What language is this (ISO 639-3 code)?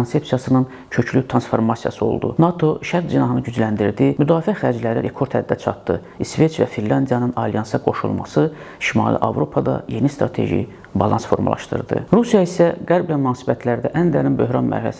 aze